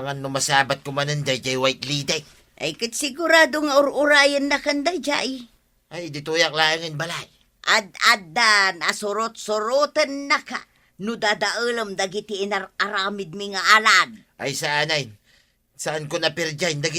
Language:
Iloko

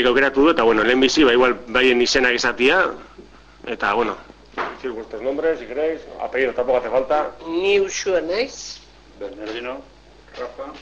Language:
Basque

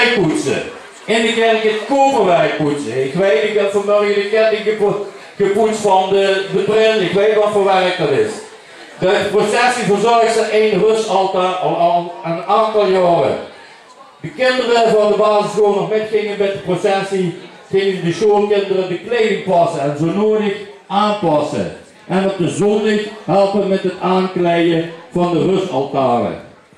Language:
Limburgish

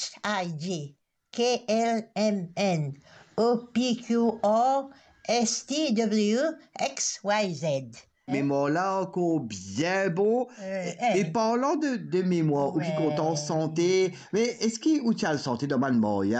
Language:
Morisyen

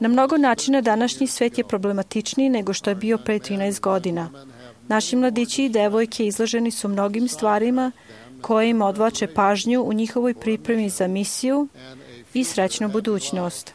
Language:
Serbian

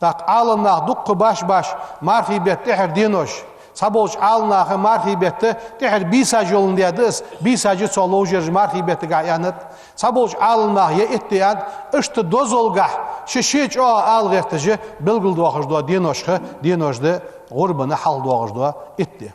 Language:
Ingush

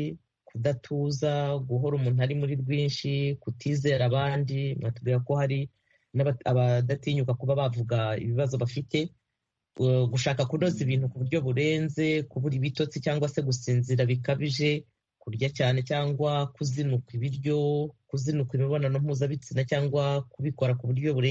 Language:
Kinyarwanda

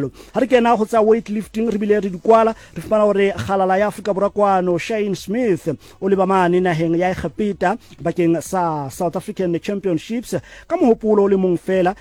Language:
Southern Sotho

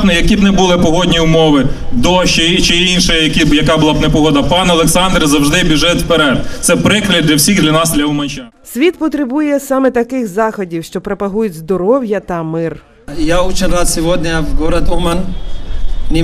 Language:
Ukrainian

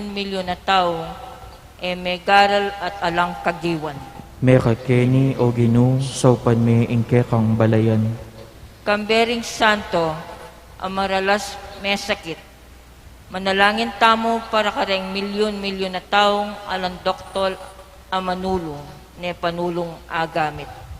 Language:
Pampanga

